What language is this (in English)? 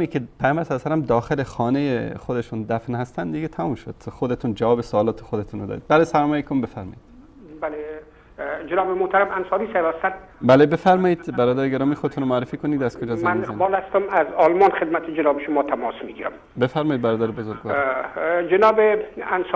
Persian